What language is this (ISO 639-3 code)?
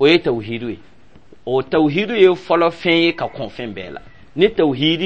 dyu